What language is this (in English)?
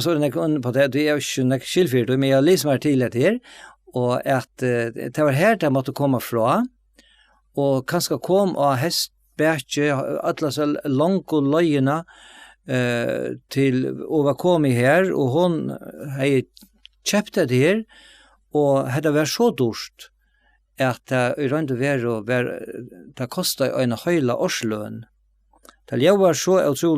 Faroese